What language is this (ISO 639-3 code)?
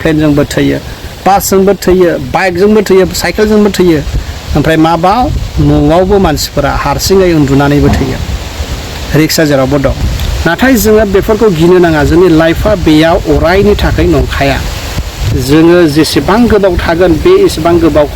brx